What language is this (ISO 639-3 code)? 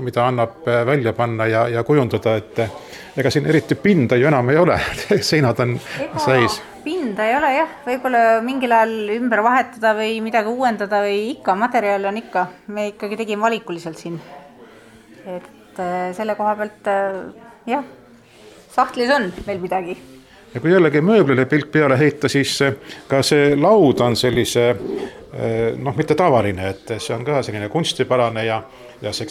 est